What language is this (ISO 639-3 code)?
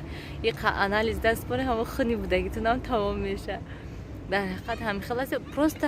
tgk